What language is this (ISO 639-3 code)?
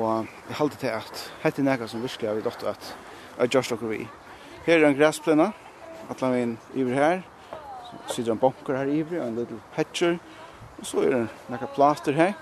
fao